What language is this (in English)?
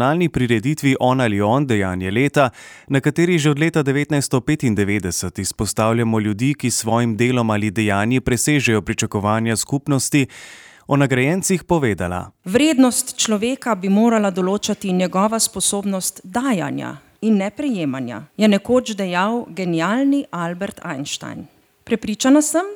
Slovenian